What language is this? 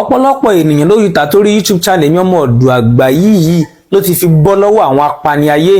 Yoruba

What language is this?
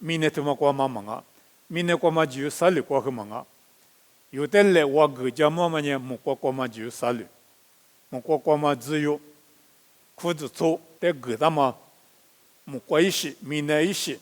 Lisu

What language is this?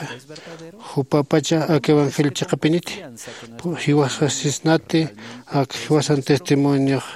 Aymara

